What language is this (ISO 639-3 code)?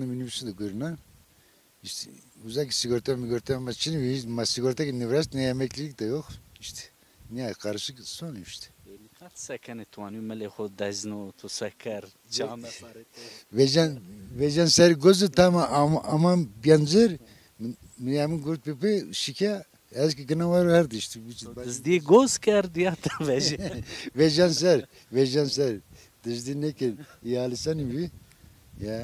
zza